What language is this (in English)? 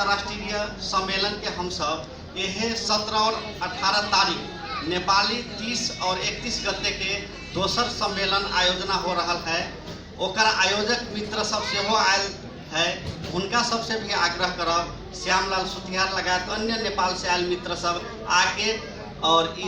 Magahi